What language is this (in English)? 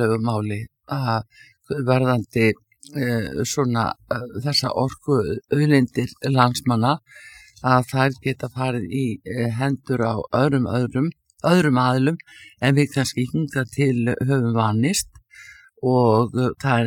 Icelandic